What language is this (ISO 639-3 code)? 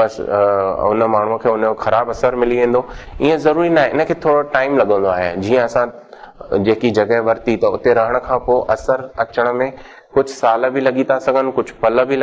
snd